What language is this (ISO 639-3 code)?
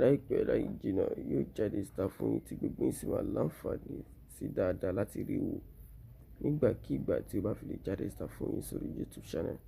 yor